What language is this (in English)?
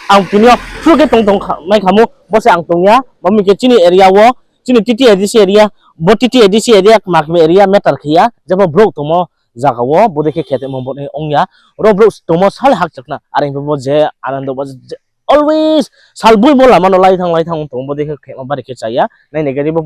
Riang (India)